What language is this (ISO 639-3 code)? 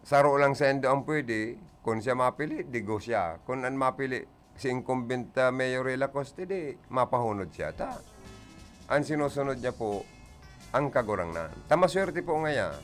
bik